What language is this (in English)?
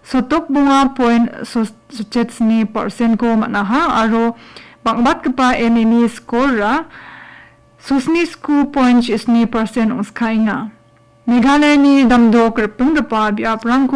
Garo